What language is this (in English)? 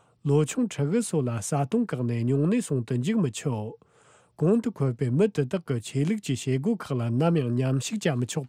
Tibetan